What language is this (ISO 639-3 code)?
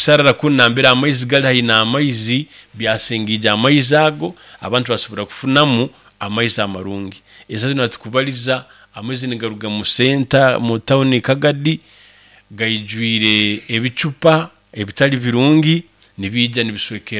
nyn